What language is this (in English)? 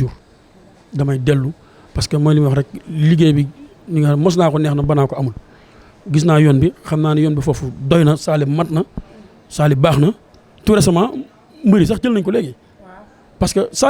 Wolof